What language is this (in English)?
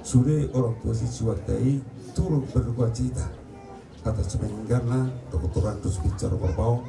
Batak Toba